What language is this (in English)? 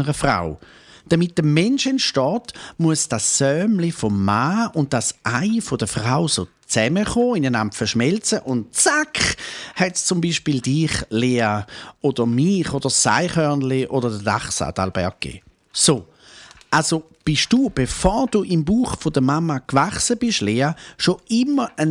Swiss German